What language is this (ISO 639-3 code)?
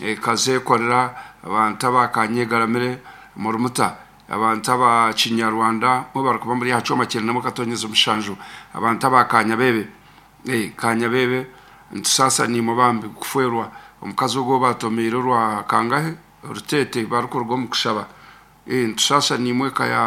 nyn